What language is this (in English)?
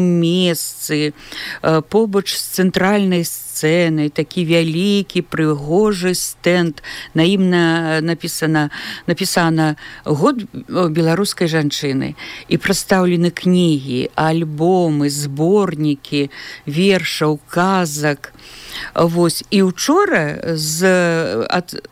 Belarusian